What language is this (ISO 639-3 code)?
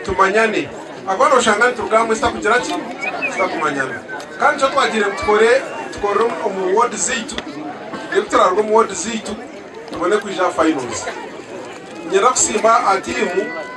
nyn